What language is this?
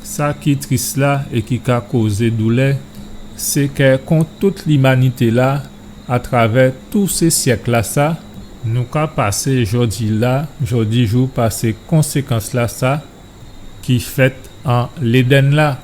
Guadeloupean Creole French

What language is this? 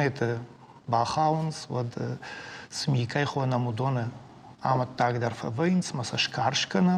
Ossetic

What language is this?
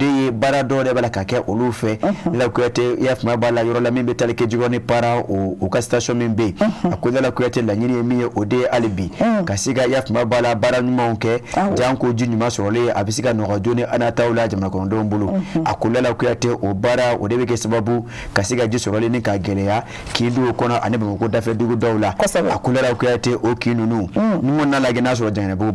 Bambara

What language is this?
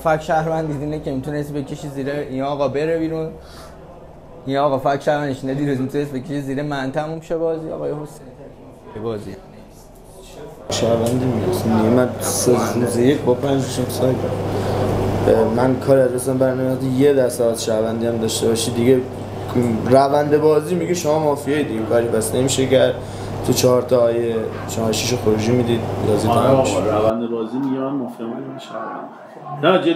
Persian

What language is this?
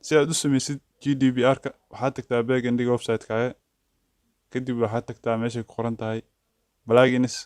Somali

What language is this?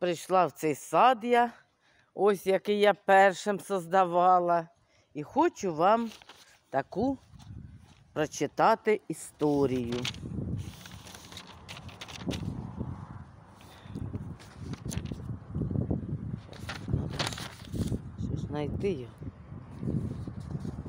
Ukrainian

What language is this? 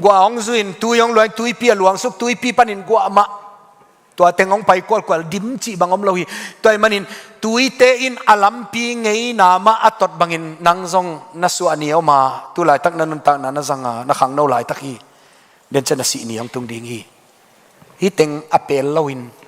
Tedim Chin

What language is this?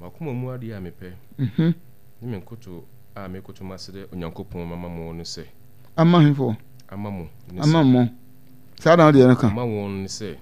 Akan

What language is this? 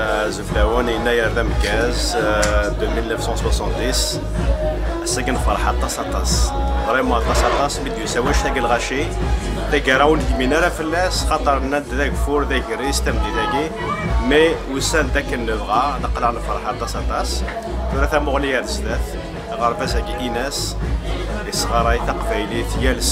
Kabyle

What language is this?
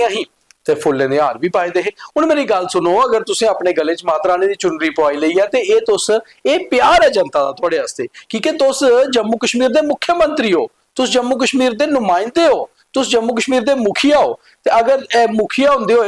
Dogri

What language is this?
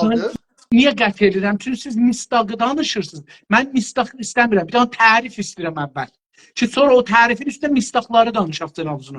South Azerbaijani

